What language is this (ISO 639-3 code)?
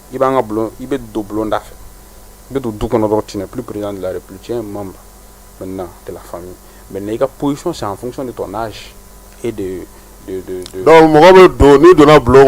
bam